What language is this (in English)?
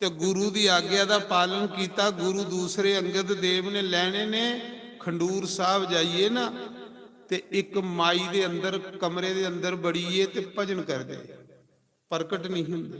Dogri